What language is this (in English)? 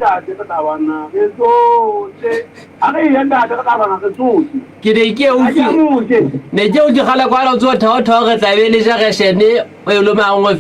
Southern Sotho